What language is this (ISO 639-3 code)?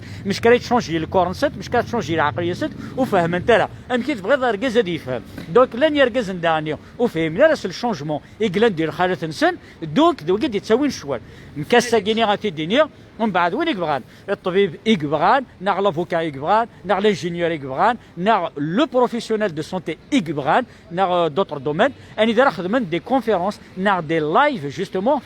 kab